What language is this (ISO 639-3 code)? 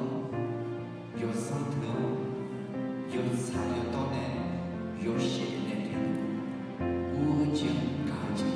ahk